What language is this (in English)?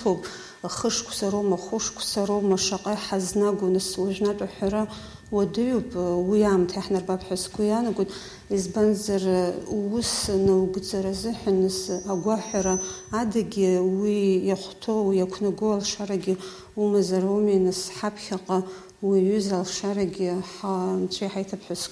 Abkhazian